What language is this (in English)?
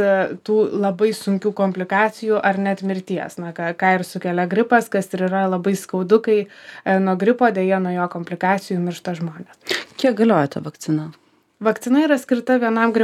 Lithuanian